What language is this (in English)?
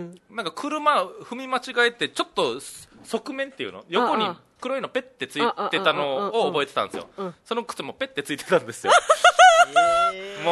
Japanese